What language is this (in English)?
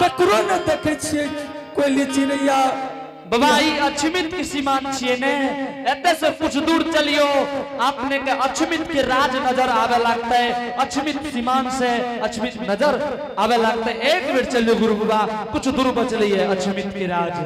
Angika